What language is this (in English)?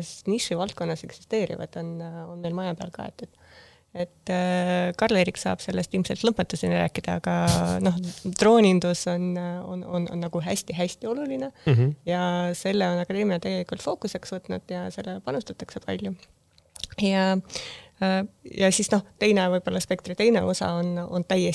Estonian